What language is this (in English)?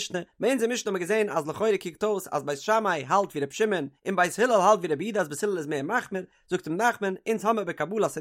Yiddish